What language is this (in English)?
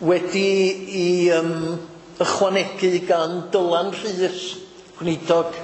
Welsh